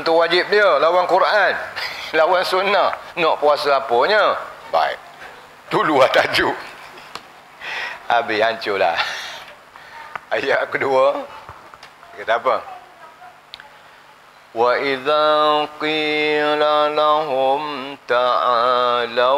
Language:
Malay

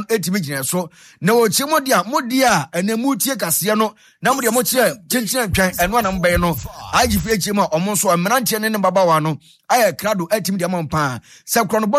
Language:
Akan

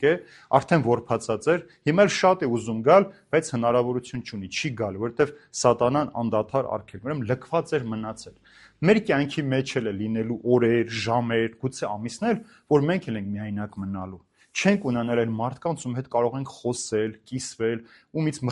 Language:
Armenian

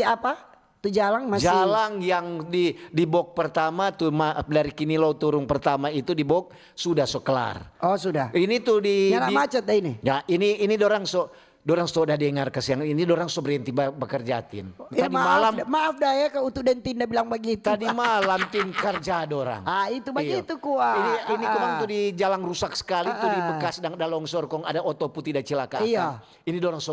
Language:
Manado Malay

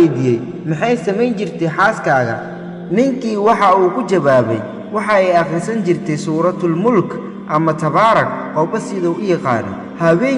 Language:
Somali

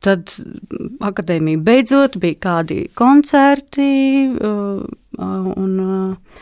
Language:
Latvian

